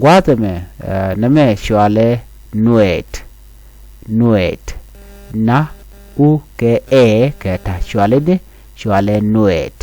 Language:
Nuer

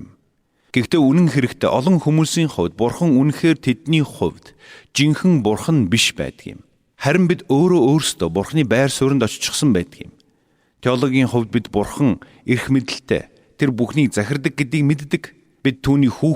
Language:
Mongolian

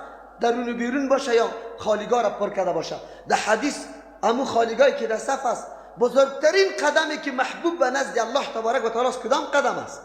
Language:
Persian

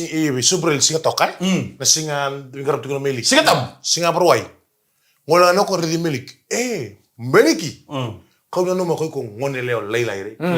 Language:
Fijian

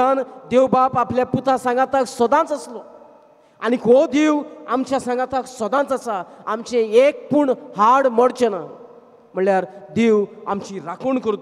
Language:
Konkani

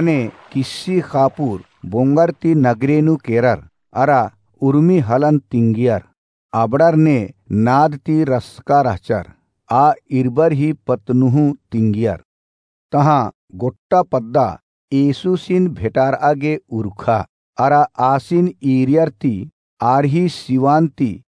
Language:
Kurukh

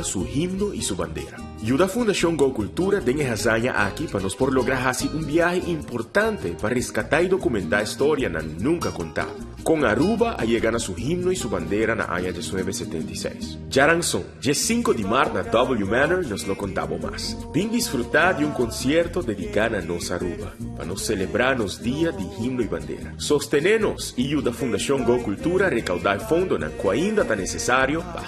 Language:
Papiamento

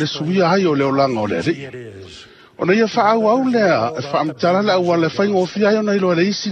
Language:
Samoan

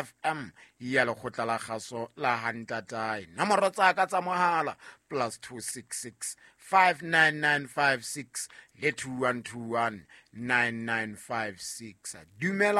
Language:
Southern Sotho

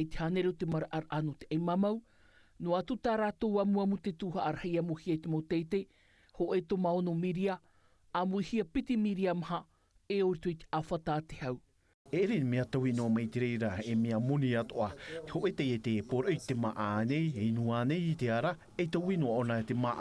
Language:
Tahitian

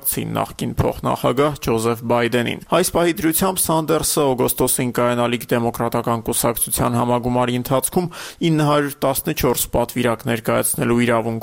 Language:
Armenian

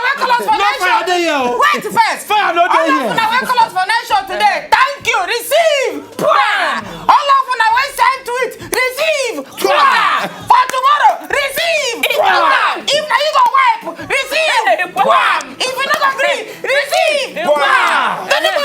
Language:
Nigerian Pidgin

